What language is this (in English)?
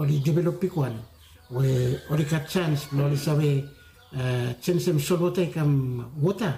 Bislama